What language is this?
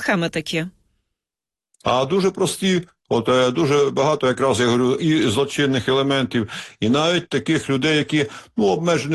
Ukrainian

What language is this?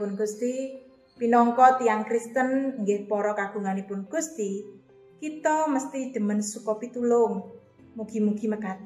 Javanese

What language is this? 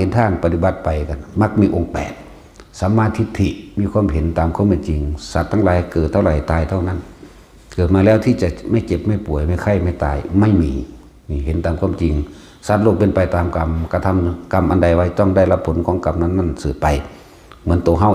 Northeastern Thai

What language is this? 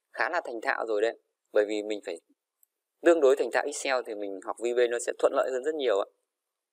Vietnamese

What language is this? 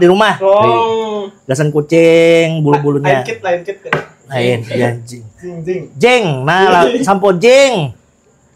Banjar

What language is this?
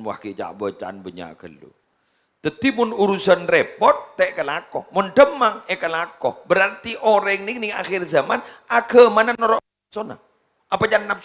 Madurese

